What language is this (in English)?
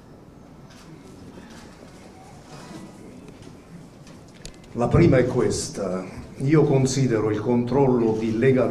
Italian